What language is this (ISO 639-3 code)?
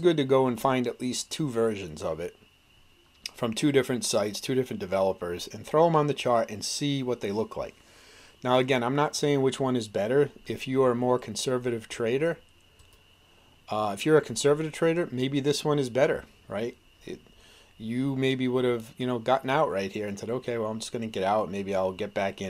eng